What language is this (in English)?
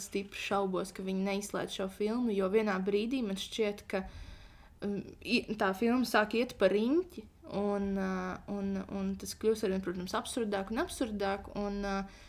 Latvian